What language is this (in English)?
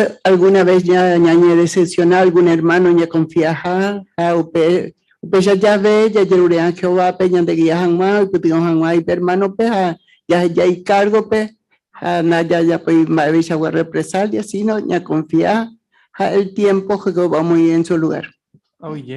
Guarani